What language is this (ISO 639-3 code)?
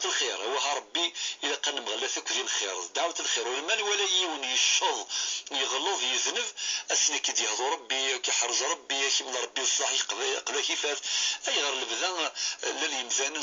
kab